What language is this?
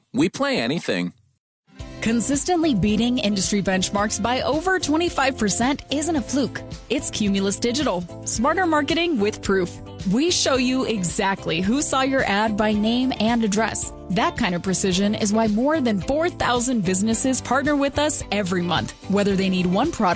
English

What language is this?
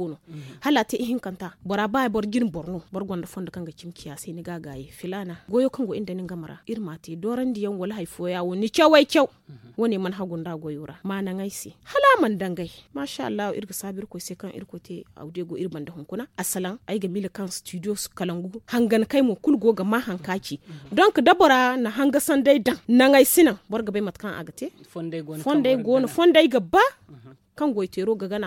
Zarma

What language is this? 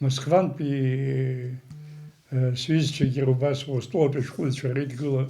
Abkhazian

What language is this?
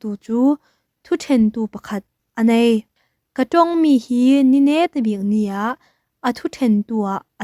Falam Chin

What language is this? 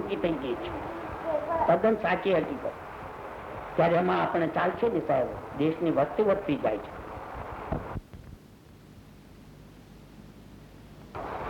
Gujarati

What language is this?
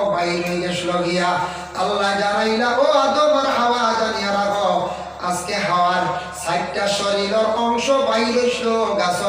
Sylheti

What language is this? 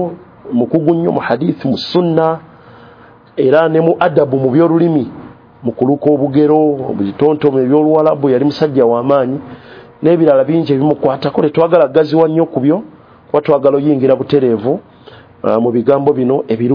Ganda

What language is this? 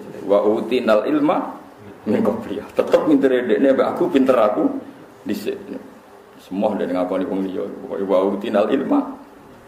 Javanese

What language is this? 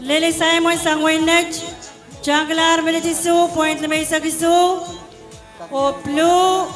Pohnpeian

